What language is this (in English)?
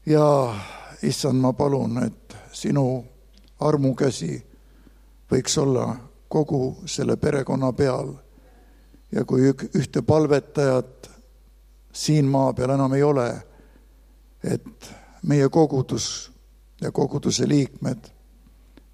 Estonian